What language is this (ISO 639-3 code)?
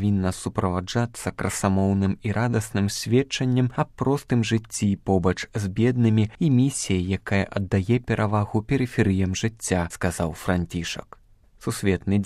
bel